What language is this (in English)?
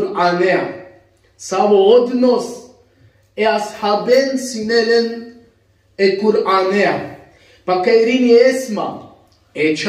Balkan Romani